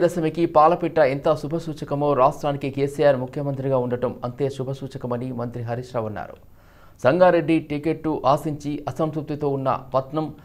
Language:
Telugu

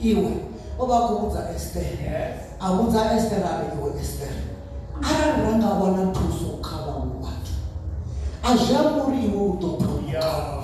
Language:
Venda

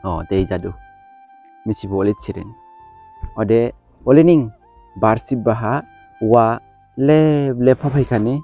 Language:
Dimasa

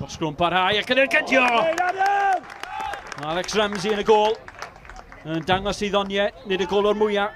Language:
Welsh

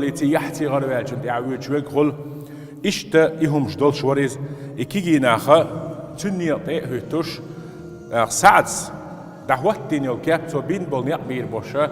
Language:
Chechen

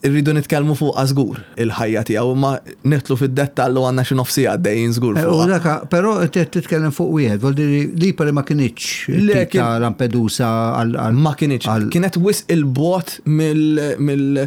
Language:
Maltese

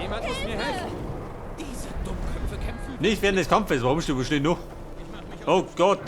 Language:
Bavarian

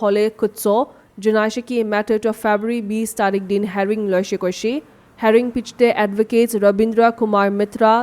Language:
Naga Pidgin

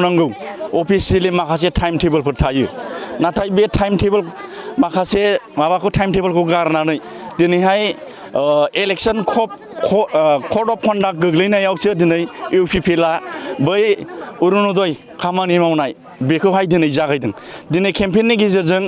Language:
Bodo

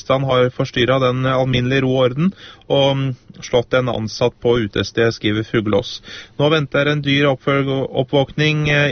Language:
Norwegian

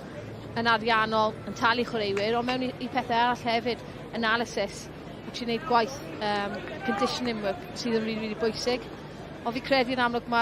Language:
Welsh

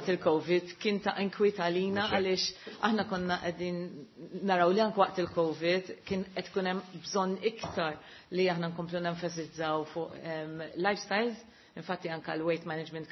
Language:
Maltese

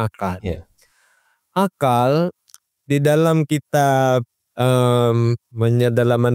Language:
Achinese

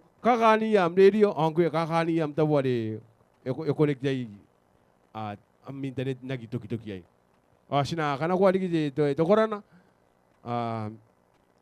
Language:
Gilbertese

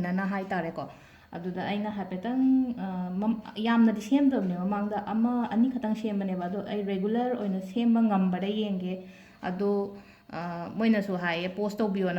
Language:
Manipuri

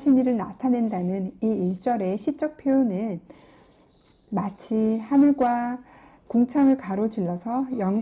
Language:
Korean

